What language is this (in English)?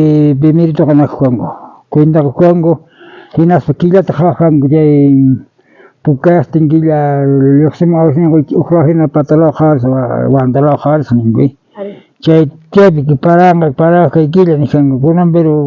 South Bolivian Quechua